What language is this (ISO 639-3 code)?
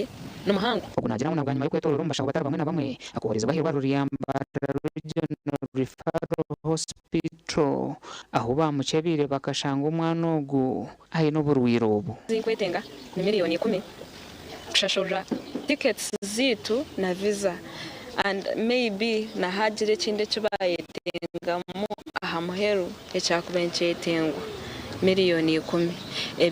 nyn